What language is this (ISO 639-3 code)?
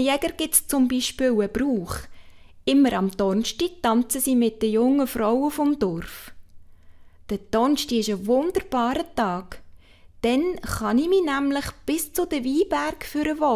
gsw